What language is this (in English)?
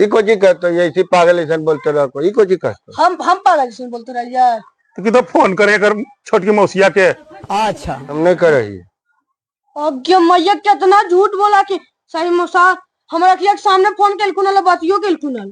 Magahi